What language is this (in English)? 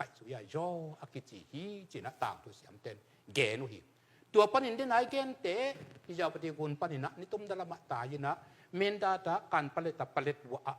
Tedim Chin